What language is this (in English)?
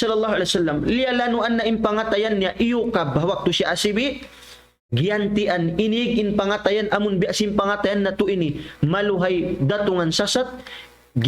Tausug